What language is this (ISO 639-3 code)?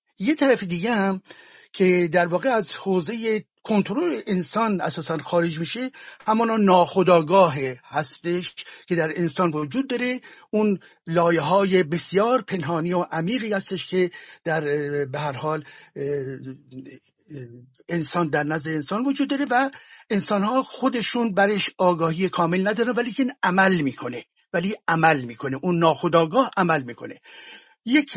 fas